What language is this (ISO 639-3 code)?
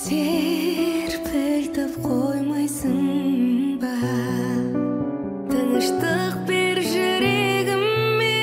kaz